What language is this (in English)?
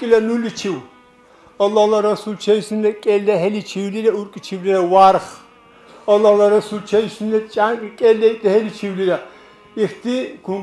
Dargwa